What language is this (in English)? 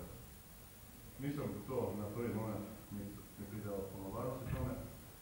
Croatian